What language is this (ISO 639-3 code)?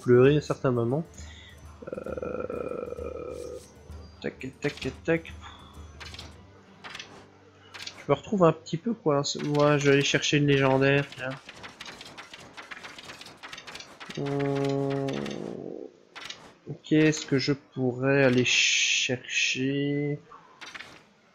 fra